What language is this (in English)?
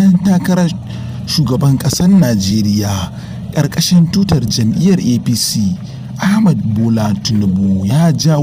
Hausa